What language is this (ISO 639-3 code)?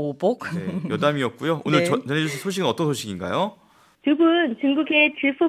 kor